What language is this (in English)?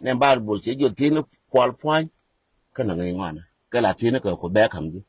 Nuer